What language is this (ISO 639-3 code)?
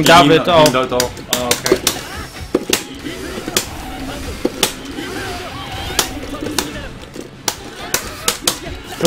deu